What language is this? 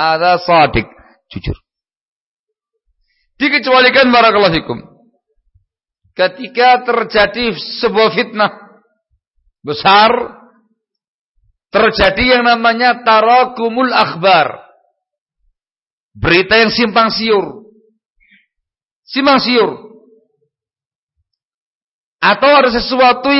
Indonesian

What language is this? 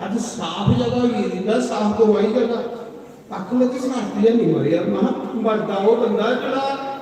Dogri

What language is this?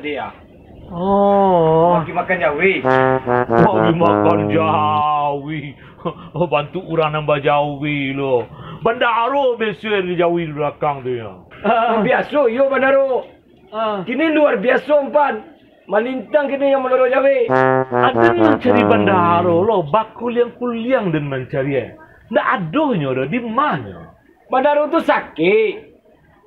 Minangkabau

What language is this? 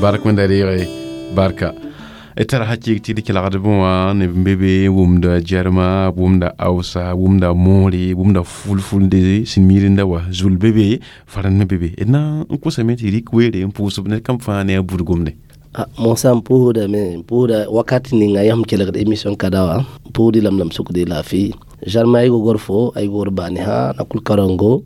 Mossi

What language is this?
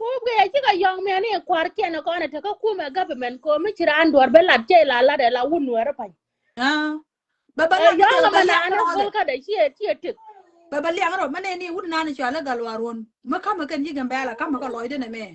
Nuer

